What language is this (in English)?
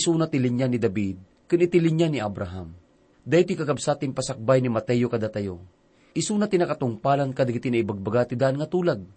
Iloko